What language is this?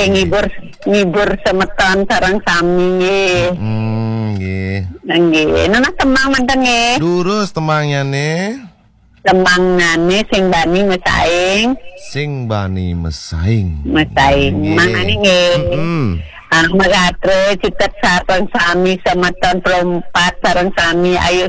Balinese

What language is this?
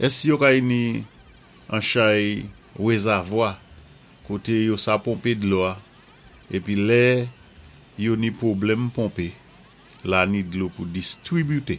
Saint Lucian Creole French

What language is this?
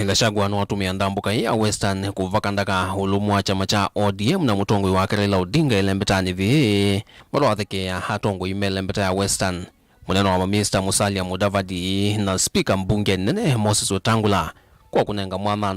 Kamba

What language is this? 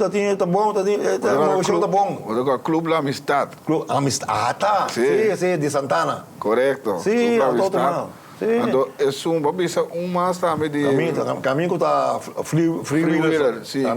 Papiamento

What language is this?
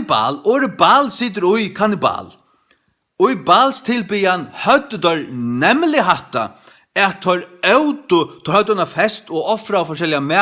Faroese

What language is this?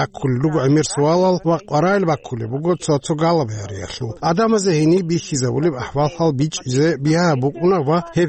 Avaric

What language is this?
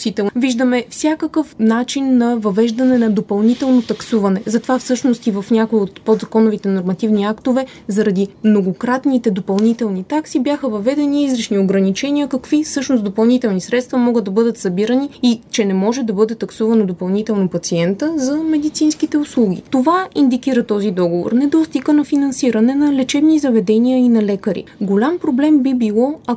Bulgarian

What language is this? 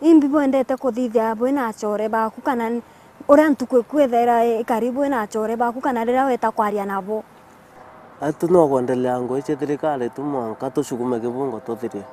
Meru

